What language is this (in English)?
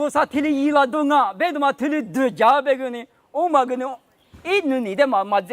Lisu